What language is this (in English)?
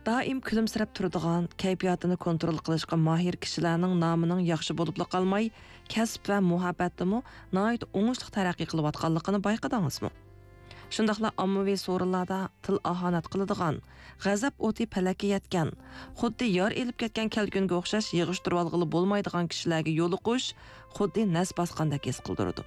Uyghur